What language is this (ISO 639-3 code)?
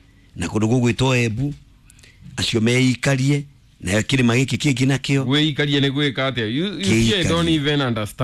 kik